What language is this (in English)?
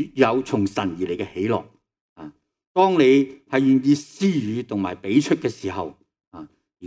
Cantonese